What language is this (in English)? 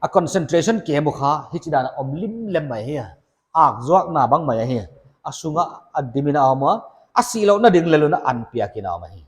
Paite Chin